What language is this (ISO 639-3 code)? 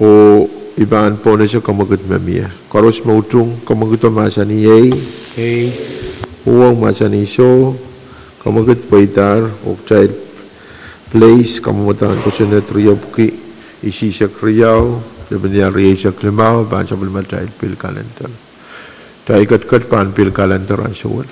pon